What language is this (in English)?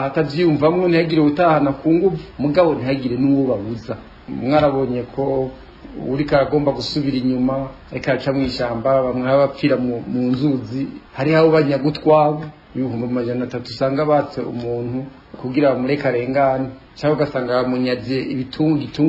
Rundi